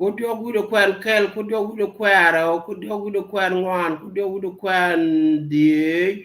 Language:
Nuer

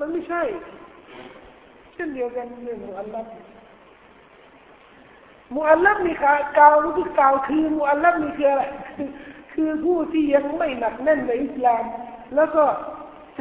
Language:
Thai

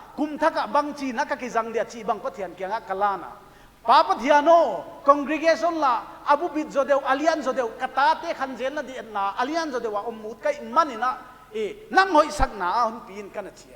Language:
Paite Chin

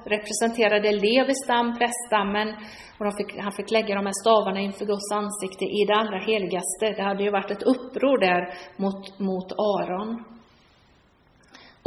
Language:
Swedish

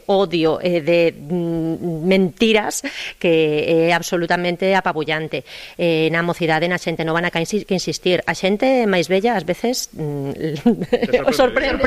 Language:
Galician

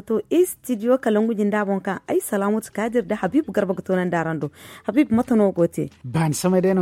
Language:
Zarma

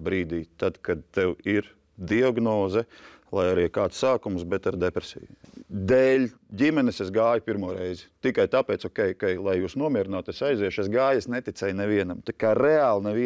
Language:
Latvian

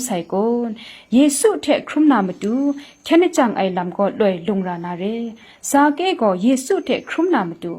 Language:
Kachin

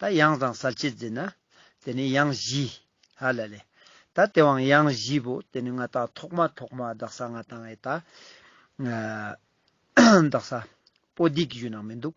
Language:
Ladakhi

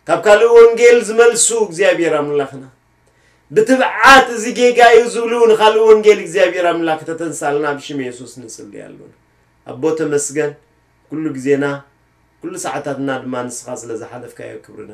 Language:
Tigrinya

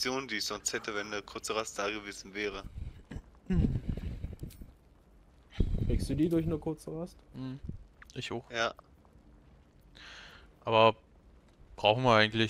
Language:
German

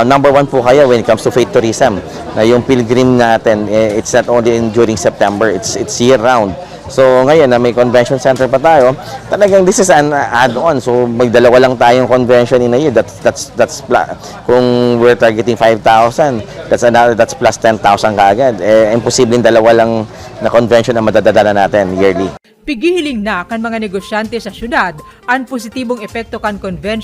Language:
Bikol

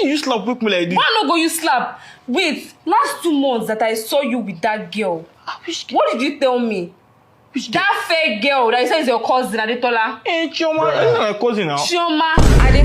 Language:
Nigerian Pidgin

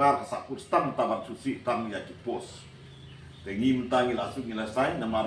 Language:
Khasi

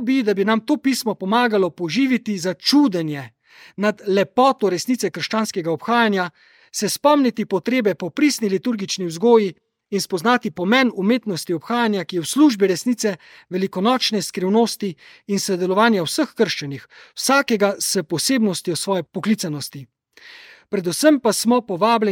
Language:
Slovenian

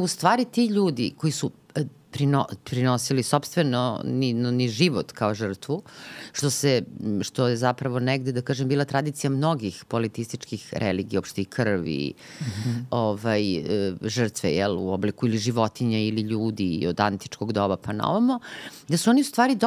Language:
Serbian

